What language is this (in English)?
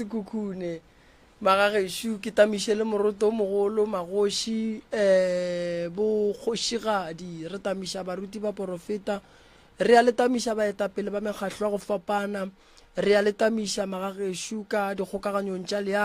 Northern Sotho